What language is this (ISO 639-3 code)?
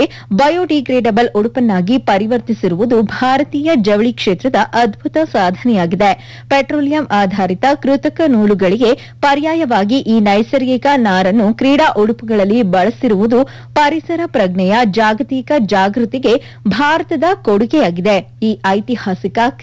kan